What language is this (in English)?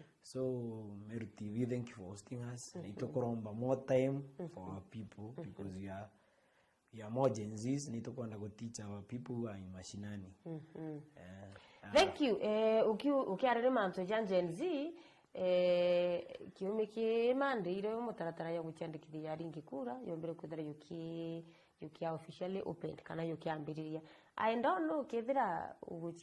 Meru